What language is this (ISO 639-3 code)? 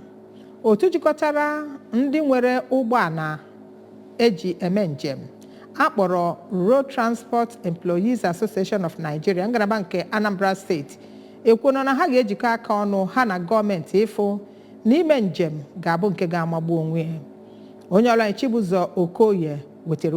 ibo